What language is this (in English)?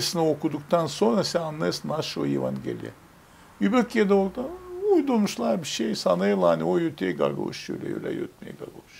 Gagauz